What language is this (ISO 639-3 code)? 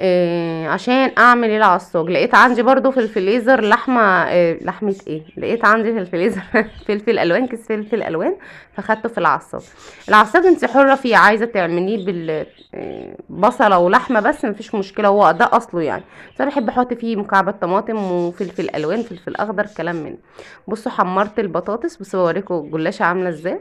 arz